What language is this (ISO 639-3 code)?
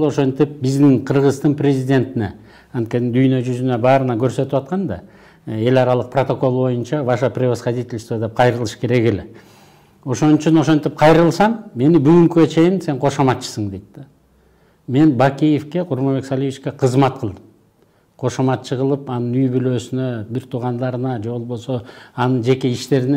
kir